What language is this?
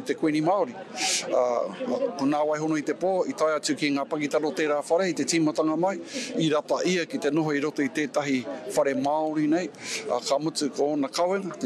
Māori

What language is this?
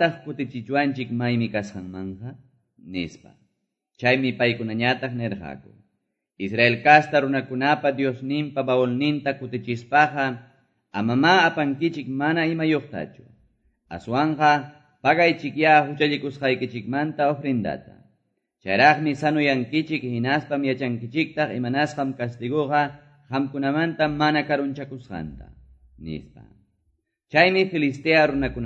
Quechua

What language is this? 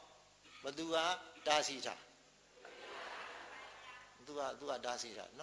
Burmese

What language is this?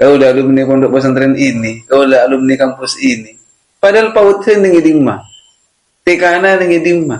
Madurese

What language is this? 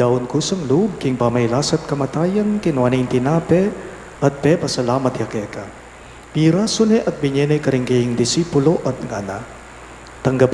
Pampanga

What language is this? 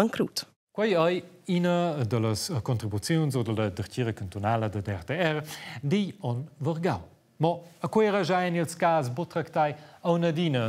Romansh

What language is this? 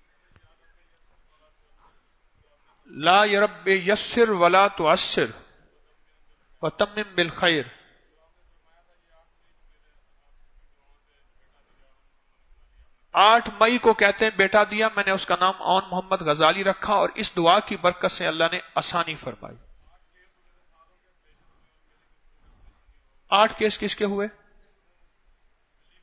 Urdu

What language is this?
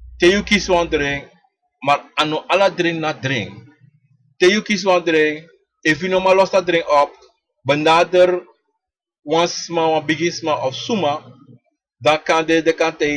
Sranan Tongo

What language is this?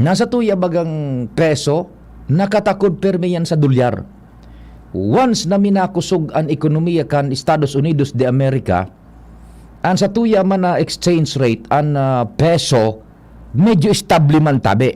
Bikol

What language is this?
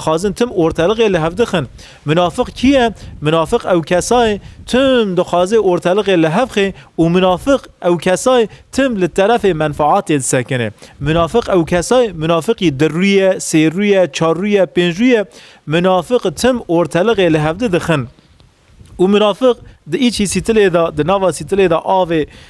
Kurdish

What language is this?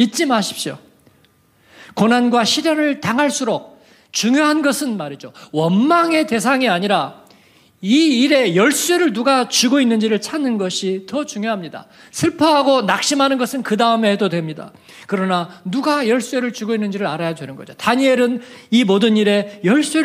Korean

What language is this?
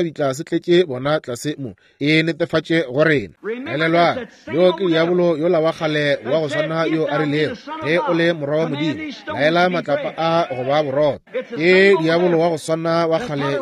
Northern Sotho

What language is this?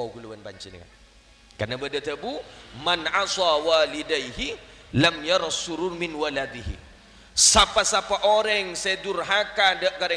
Madurese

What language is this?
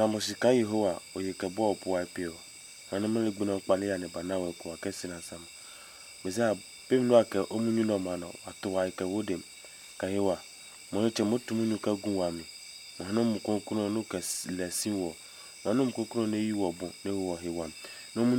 Adangme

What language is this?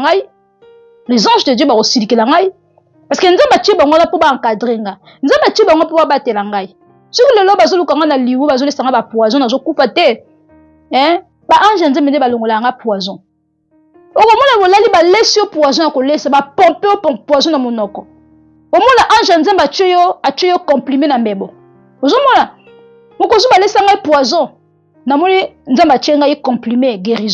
Lingala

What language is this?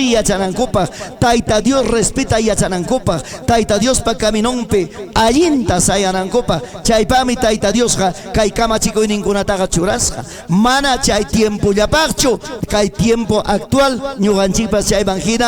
Ayacucho Quechua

